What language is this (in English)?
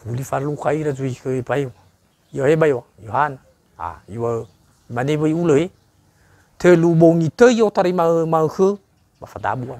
Nias